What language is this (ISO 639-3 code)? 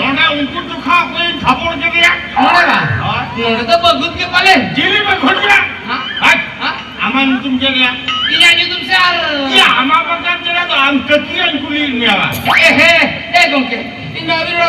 sat